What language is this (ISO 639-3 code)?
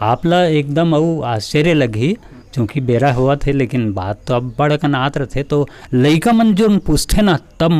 hne